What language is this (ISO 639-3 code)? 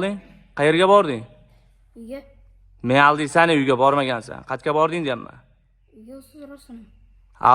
uzb